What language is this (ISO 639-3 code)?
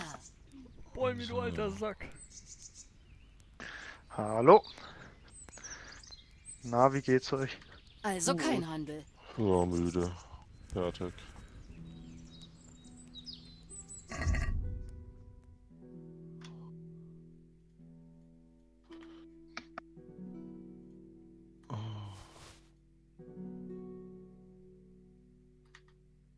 deu